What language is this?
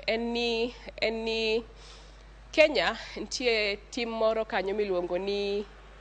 Luo (Kenya and Tanzania)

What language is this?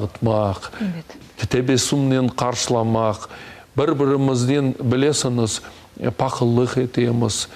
Crimean Tatar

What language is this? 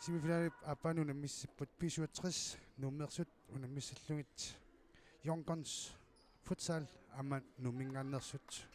Kalaallisut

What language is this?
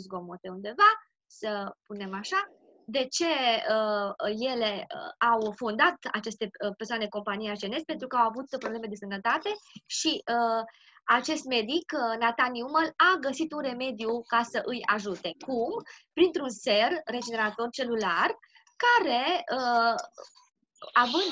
Romanian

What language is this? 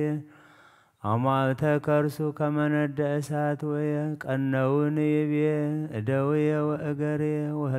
Geez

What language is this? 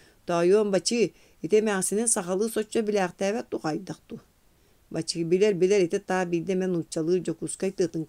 Yakut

